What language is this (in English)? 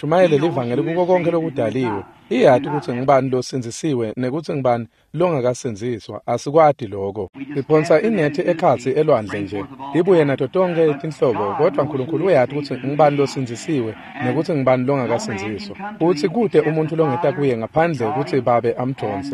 Swati